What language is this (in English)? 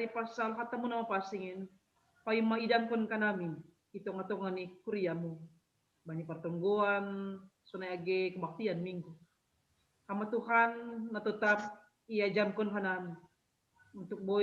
Batak Simalungun